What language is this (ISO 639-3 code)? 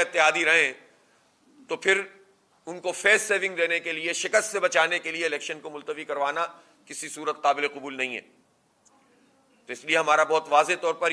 urd